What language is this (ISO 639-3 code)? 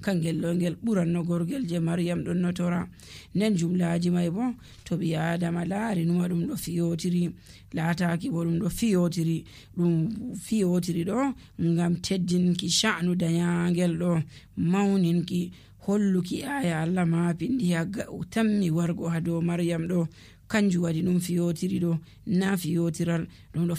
fuv